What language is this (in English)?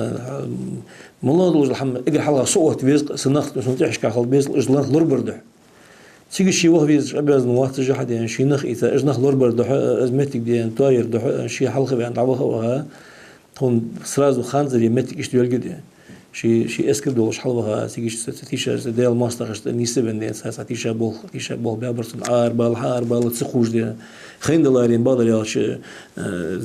Ingush